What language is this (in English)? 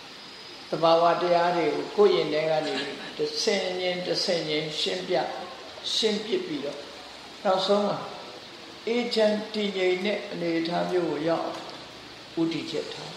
Burmese